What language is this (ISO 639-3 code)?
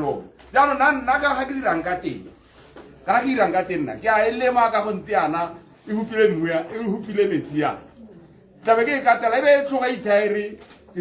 tsn